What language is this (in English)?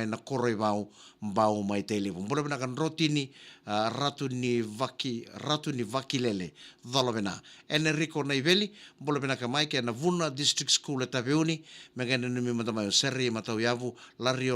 Fijian